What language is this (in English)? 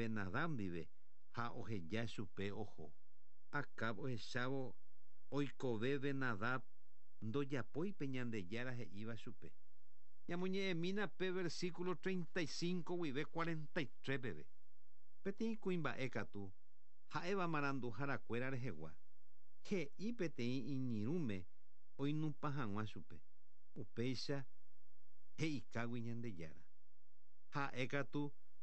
Guarani